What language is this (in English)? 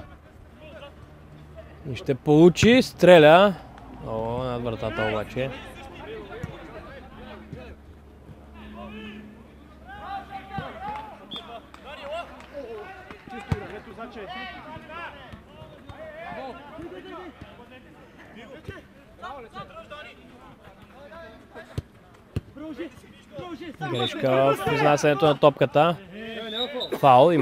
Bulgarian